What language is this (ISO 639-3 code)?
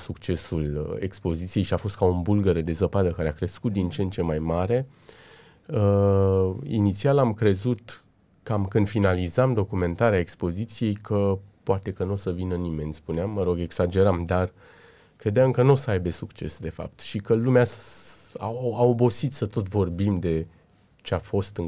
ron